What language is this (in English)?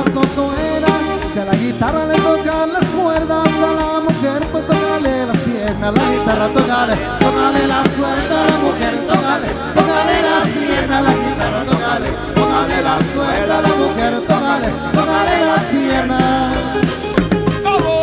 Spanish